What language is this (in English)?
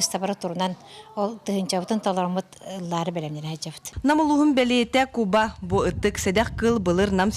Yakut